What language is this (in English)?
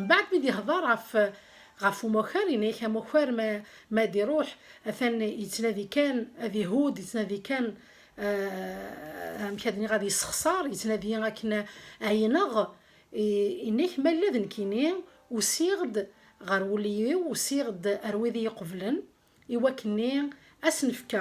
Kabyle